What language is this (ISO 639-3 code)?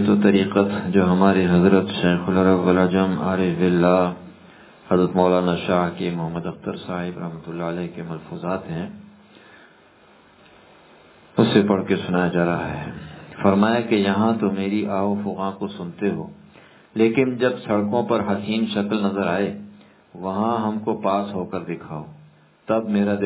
urd